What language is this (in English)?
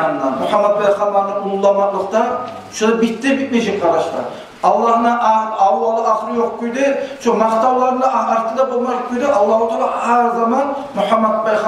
Kumyk